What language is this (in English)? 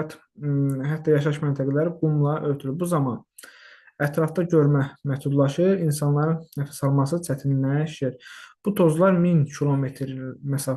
Azerbaijani